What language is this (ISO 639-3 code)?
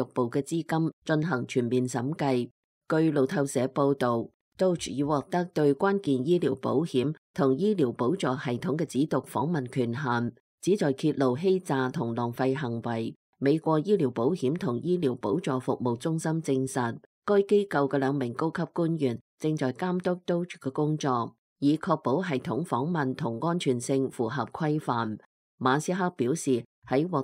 yue